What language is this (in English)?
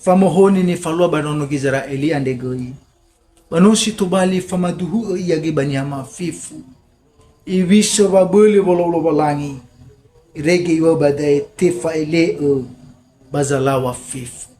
Nias